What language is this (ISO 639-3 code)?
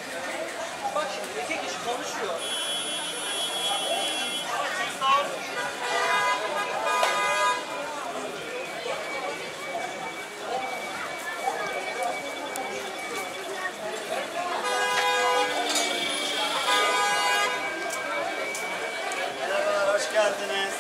tur